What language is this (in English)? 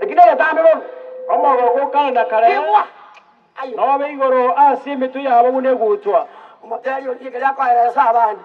Gusii